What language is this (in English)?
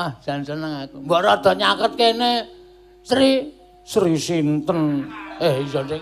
Javanese